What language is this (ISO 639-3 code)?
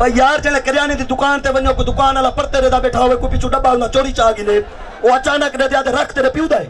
skr